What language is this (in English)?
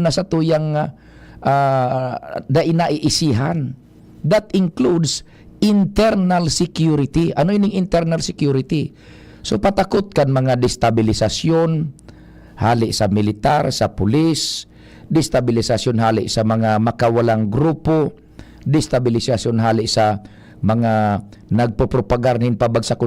Bikol